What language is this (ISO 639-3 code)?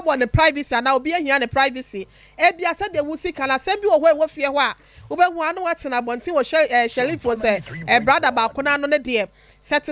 aka